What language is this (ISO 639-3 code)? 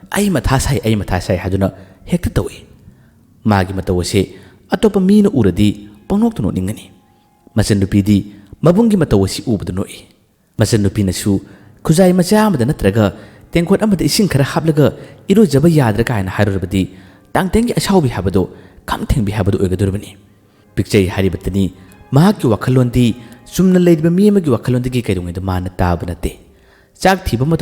mni